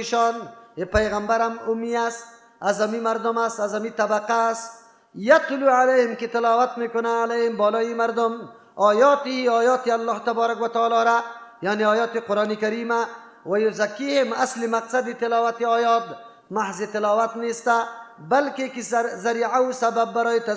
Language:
Persian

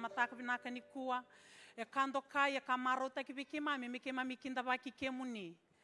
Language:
Fijian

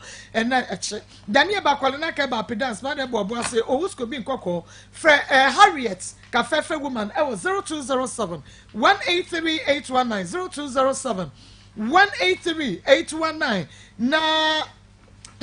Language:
Akan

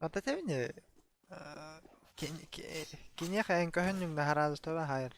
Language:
Yakut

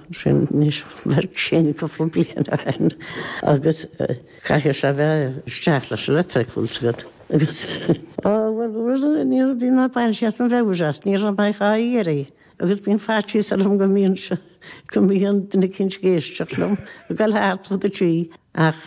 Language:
Irish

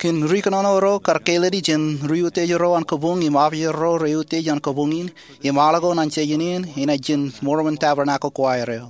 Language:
Marshallese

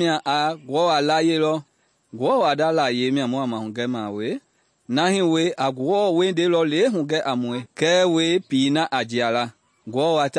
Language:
Mende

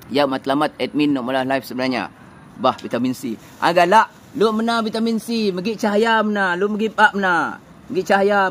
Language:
Malay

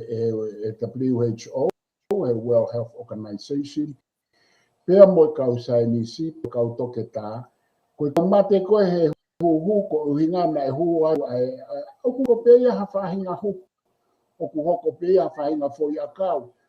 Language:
Tongan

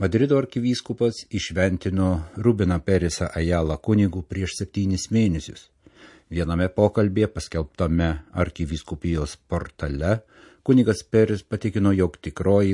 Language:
Lithuanian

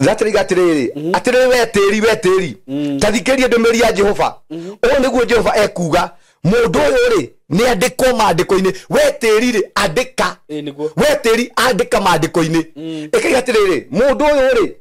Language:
Kikuyu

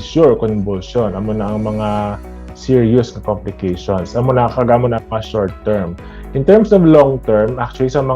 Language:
Hiligaynon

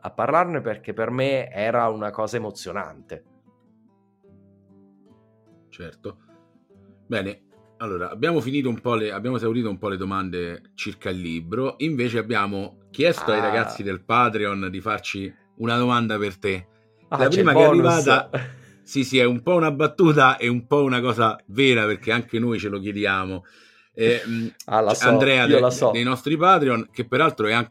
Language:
Italian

